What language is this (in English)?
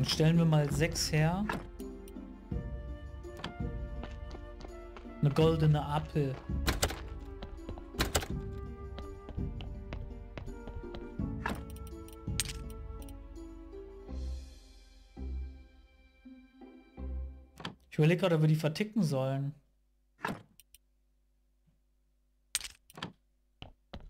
German